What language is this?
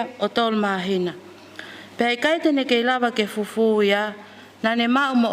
Tongan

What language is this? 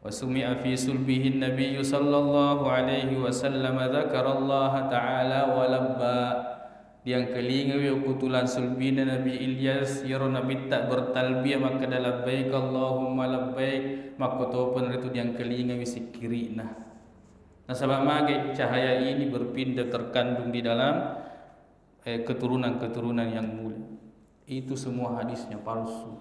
Buginese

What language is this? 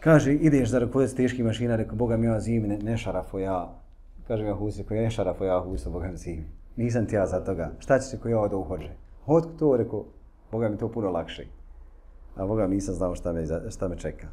Bosnian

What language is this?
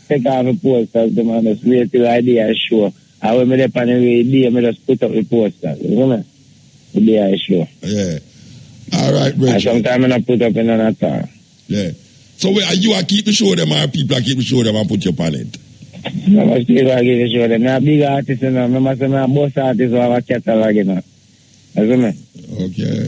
Jamaican Creole English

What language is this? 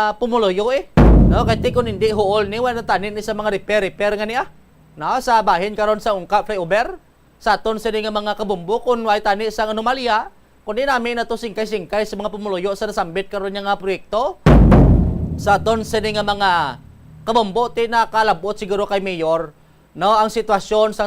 Hiligaynon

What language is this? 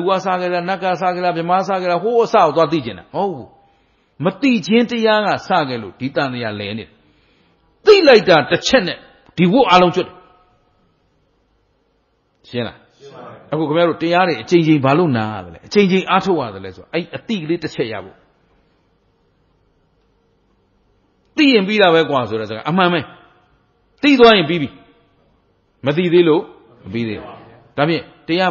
Burmese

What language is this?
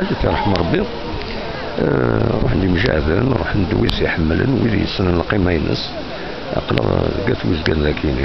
Kabyle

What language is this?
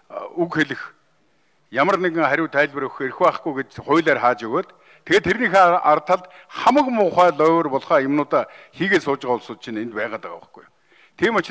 Mongolian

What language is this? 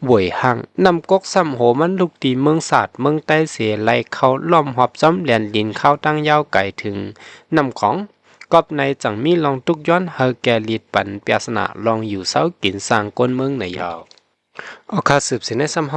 Shan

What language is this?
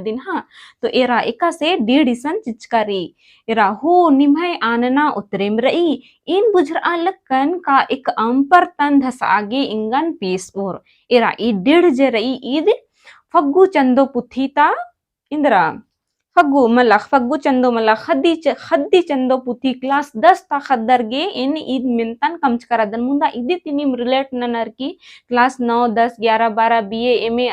Kurukh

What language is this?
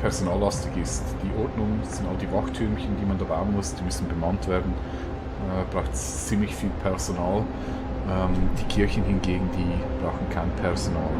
Swiss German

